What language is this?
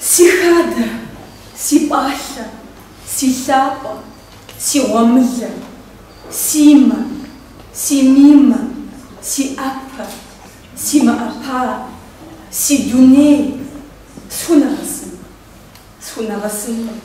Kabardian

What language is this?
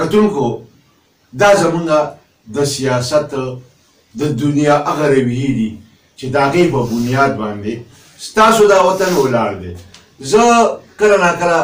Pashto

